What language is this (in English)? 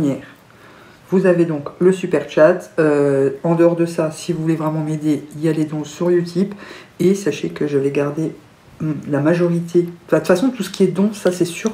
French